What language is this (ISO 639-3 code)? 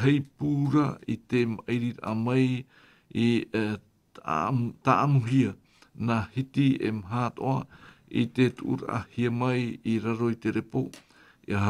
tah